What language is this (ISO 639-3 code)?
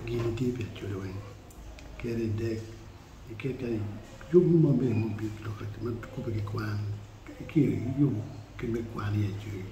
ach